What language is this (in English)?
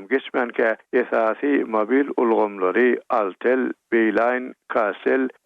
Turkmen